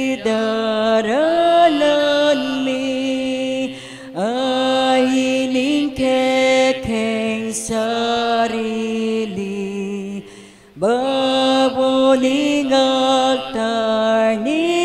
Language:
Pampanga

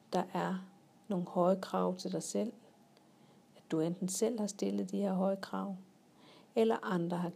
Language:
Danish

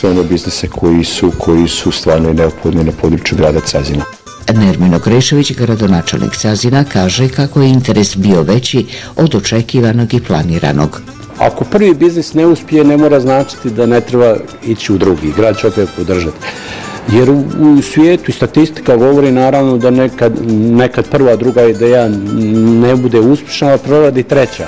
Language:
Bosnian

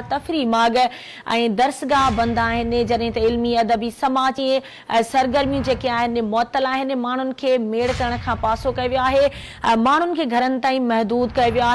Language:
Sindhi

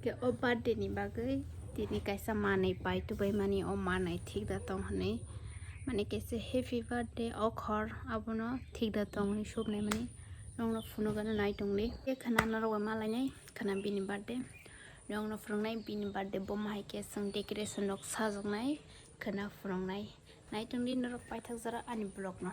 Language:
Kok Borok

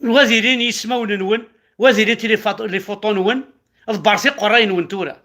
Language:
Kabyle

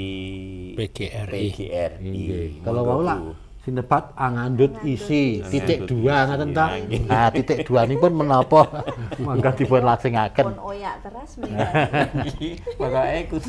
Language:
Javanese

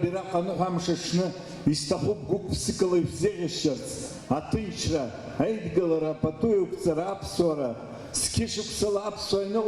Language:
Abkhazian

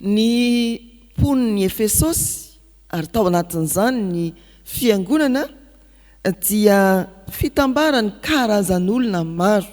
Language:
Malagasy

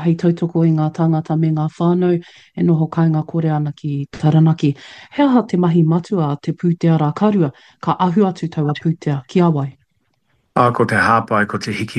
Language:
Māori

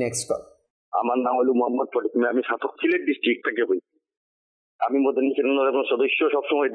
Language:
Bangla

